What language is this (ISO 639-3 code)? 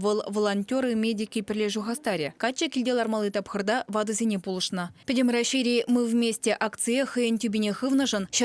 chv